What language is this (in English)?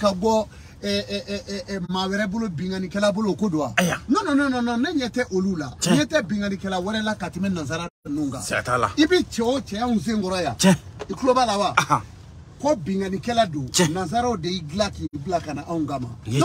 Bambara